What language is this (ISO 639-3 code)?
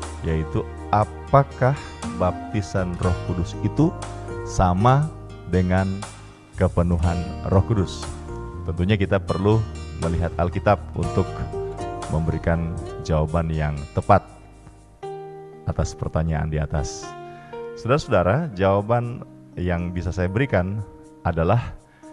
ind